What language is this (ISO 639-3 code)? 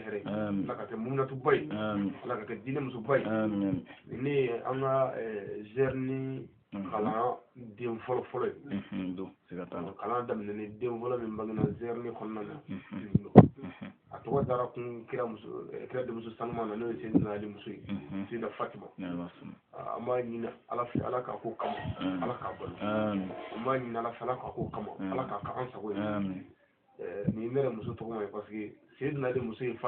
bam